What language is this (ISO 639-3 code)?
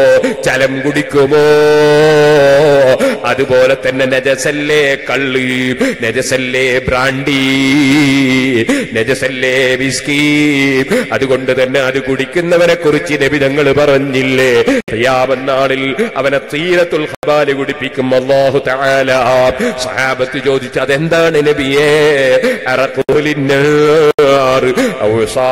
mal